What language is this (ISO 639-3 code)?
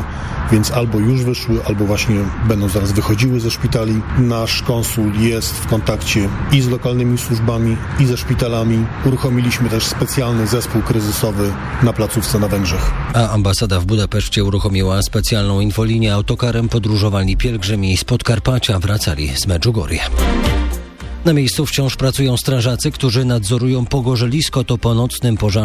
pol